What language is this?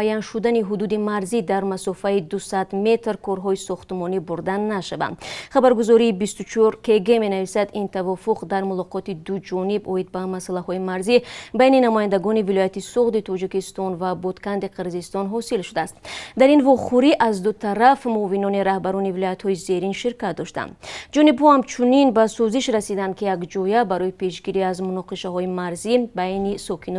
Tajik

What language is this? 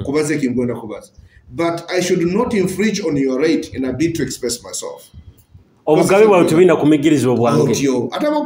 Nyoro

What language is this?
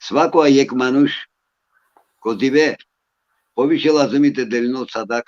Balkan Romani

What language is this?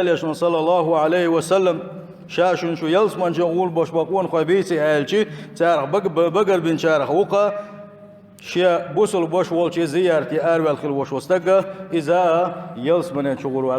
Chechen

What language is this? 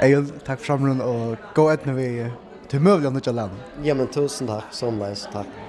Faroese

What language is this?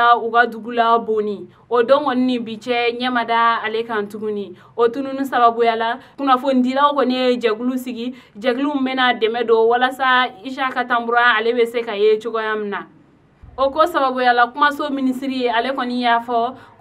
Bambara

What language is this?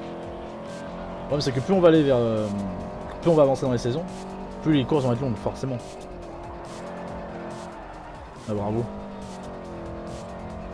French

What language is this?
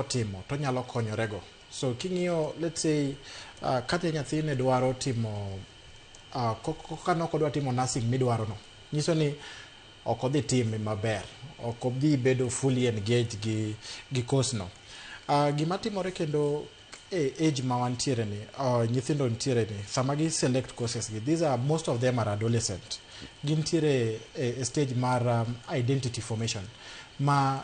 Luo (Kenya and Tanzania)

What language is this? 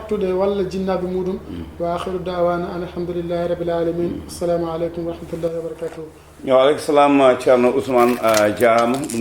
Fula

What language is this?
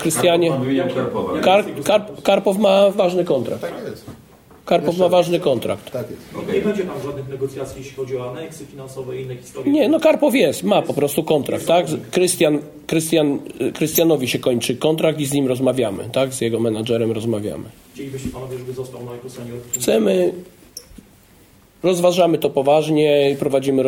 Polish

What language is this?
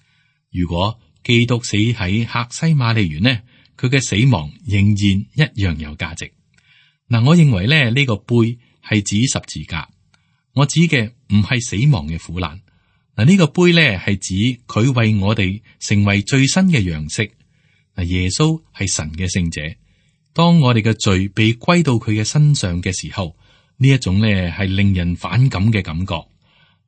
Cantonese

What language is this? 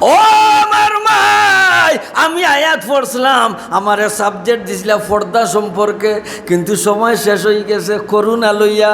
Sylheti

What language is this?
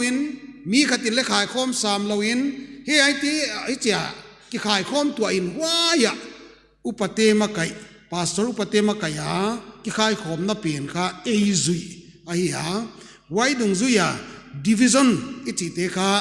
Paite Chin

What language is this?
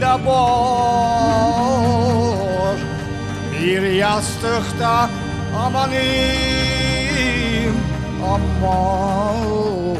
Crimean Tatar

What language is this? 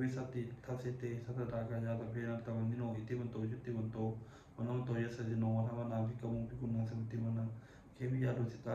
Pali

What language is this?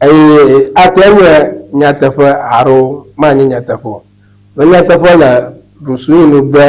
Ewe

